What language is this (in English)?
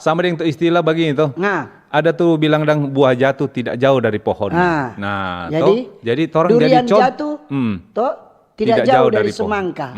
Manado Malay